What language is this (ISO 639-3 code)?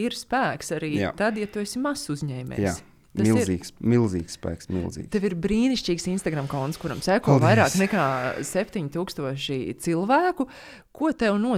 lav